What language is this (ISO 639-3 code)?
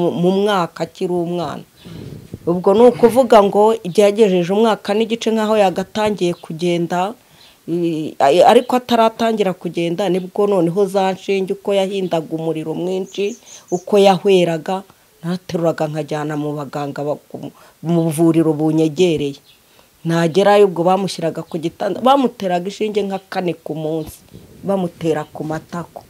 kin